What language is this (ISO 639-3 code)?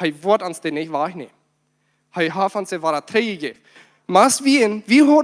pdt